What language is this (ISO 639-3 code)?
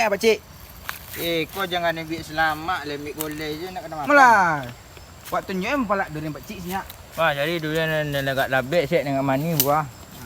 min